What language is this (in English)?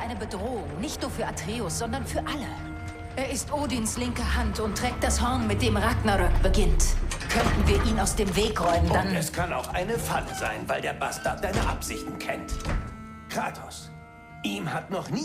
Bavarian